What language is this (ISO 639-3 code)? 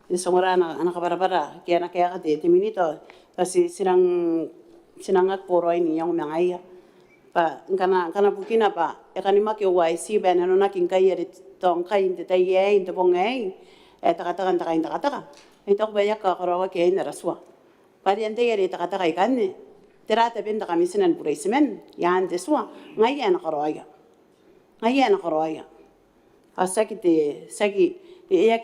gil